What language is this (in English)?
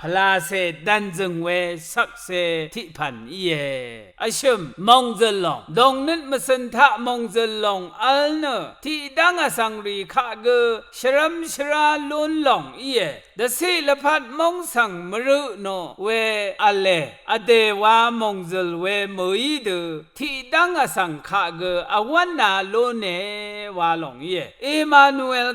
Rawang